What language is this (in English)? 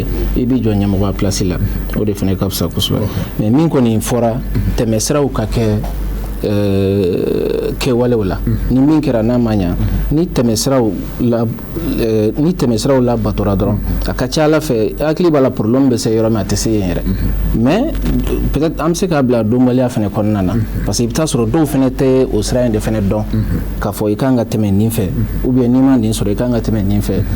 Bambara